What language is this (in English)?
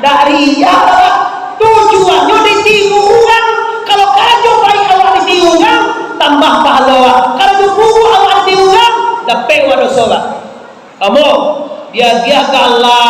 Minangkabau